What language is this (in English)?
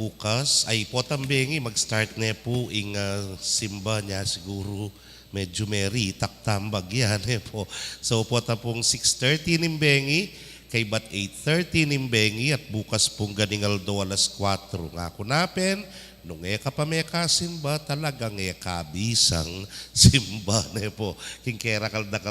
Pampanga